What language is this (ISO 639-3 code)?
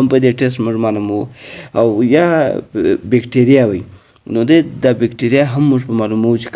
pus